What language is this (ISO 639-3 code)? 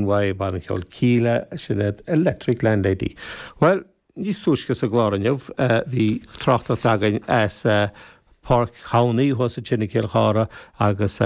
gle